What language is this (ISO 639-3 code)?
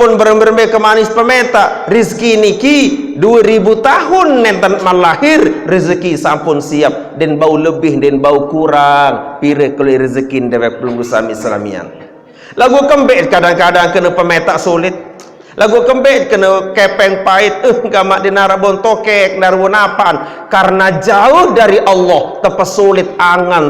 sas